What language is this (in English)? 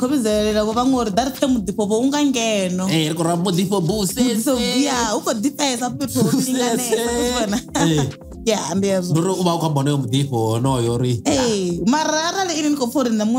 Venda